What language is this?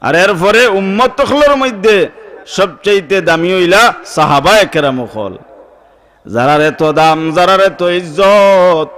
Sylheti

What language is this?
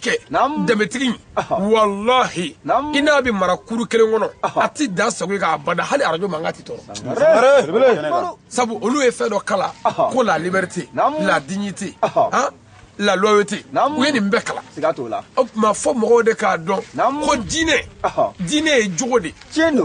Bambara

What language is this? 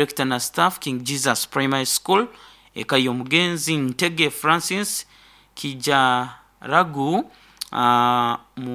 Nyoro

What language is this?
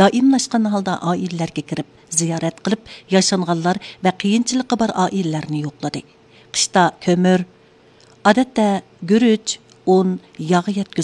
Uyghur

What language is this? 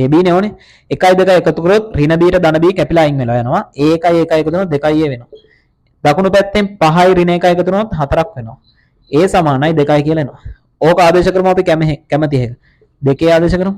Sinhala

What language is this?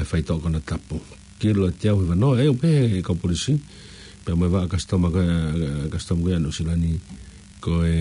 Tongan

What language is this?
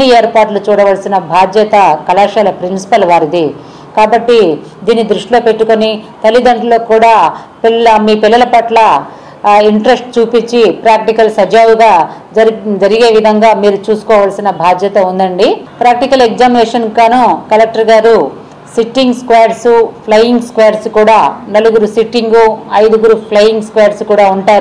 Telugu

